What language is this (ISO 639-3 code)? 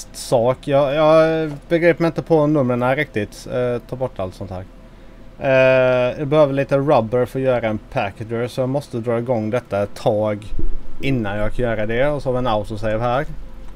swe